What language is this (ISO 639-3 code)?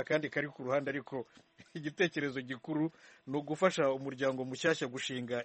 kin